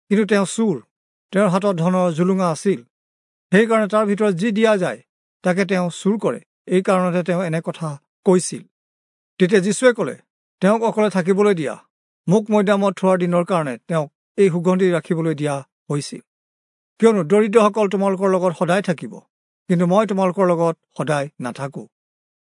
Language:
Assamese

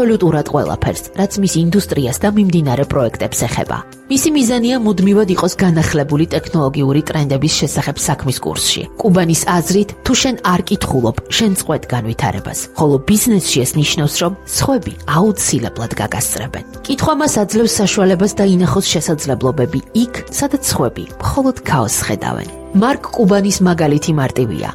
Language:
Georgian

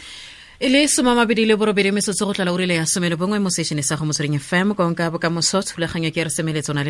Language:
Tswana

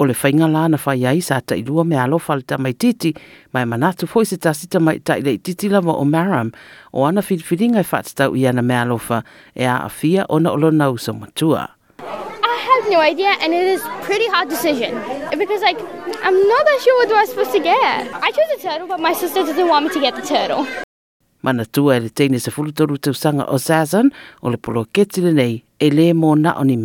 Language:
Samoan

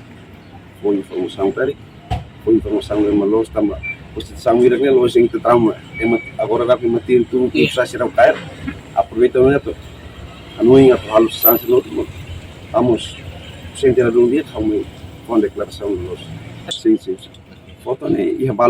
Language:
Tetum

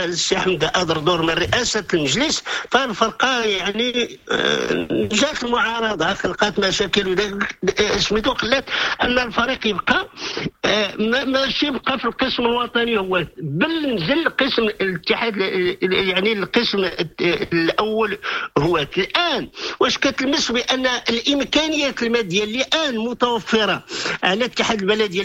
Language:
Moroccan Arabic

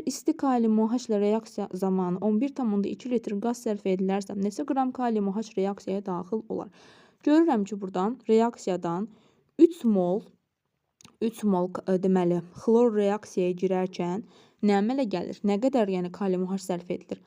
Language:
Azerbaijani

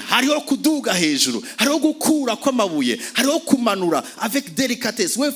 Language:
Rundi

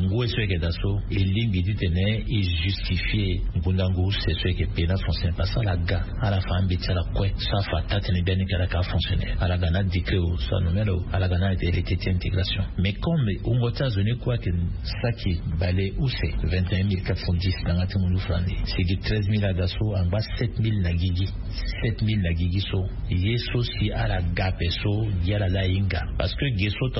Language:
Sango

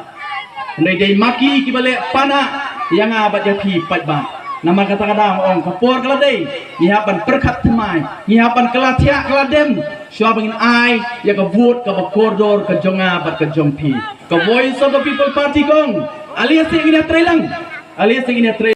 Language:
Khasi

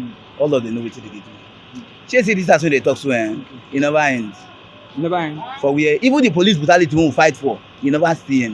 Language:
Nigerian Pidgin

